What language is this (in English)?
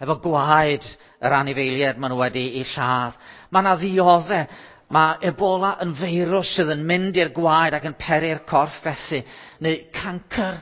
Welsh